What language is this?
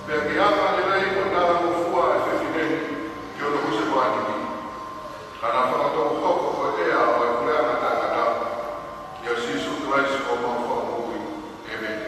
Tongan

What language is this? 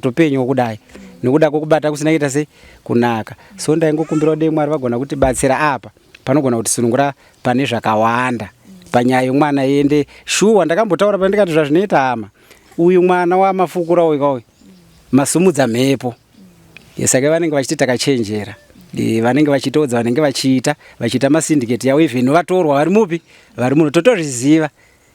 Shona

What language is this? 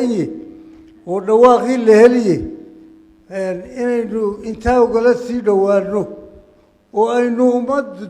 Somali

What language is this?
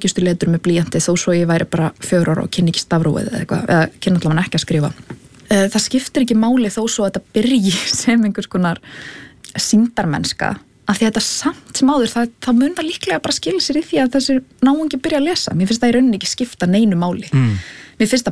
Icelandic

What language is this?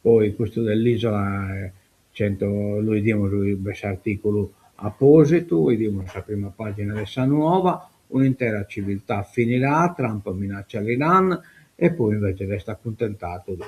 Sardinian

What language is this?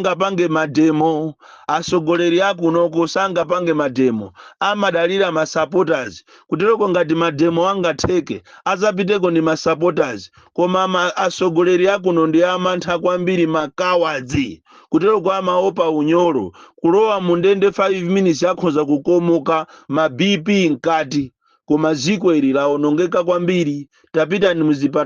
Nyanja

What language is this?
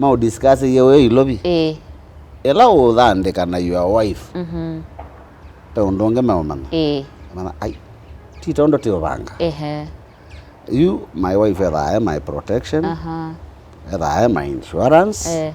Kamba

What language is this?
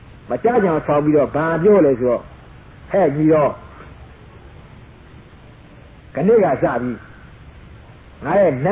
Burmese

